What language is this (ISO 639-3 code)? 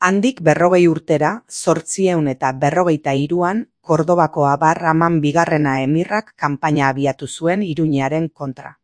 eus